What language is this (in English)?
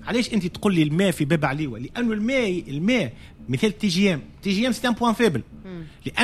Tunisian Arabic